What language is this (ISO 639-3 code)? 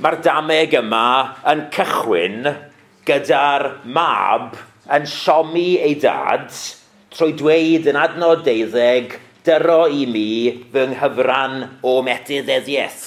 cym